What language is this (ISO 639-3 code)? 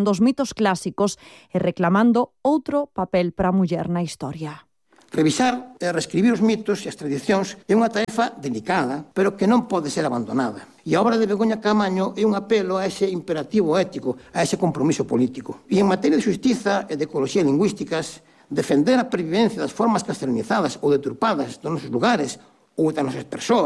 glg